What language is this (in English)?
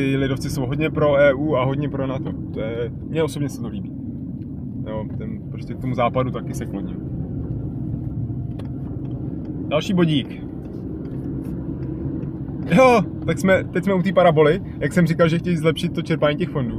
Czech